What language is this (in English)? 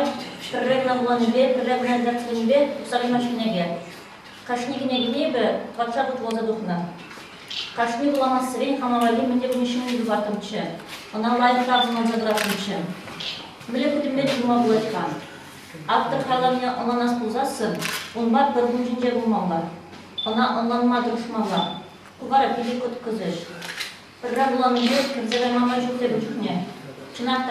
Chuvash